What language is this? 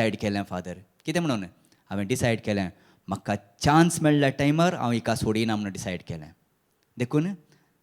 Konkani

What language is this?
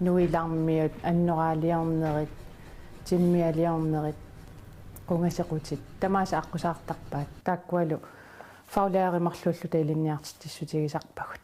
Kalaallisut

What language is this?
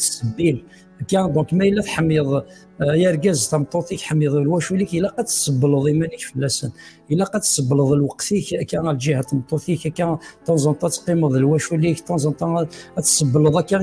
Kabyle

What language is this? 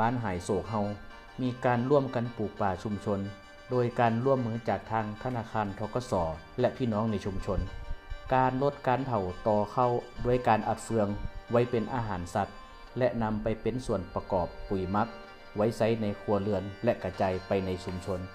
Lao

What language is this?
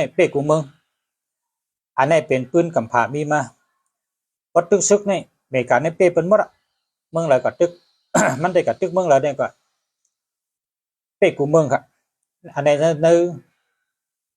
Shan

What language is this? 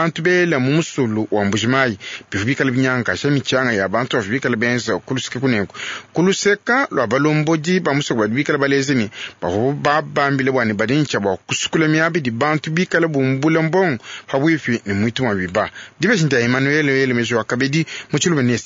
Luba-Lulua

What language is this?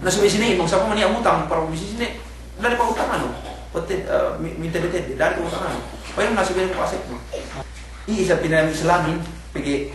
Yakan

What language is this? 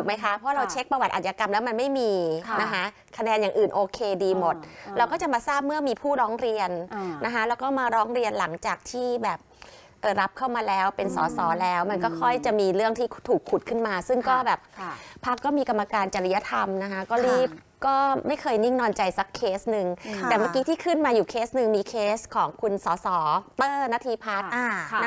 Thai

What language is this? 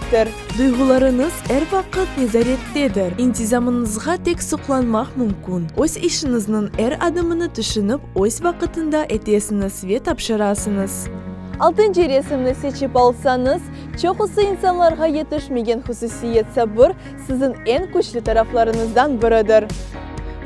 Crimean Tatar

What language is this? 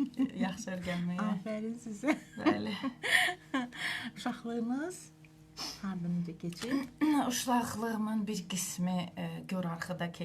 Azerbaijani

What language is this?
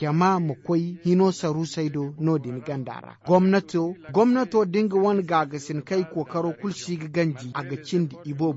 Zarma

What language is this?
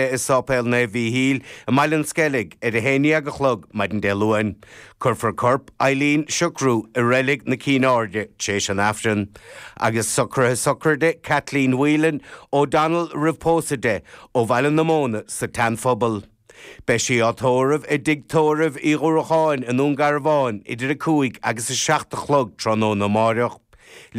Irish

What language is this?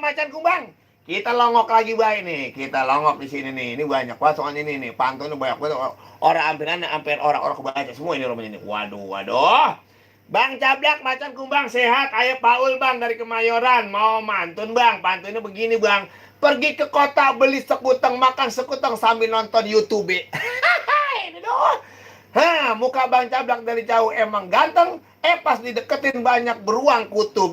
Betawi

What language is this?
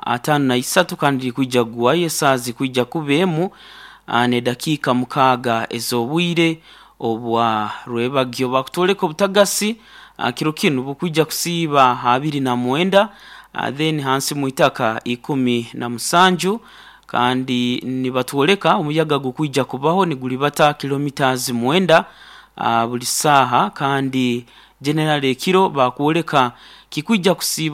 Nyoro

